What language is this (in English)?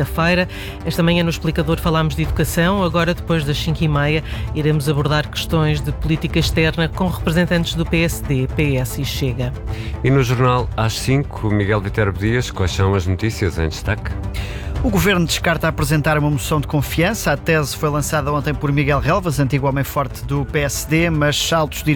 Portuguese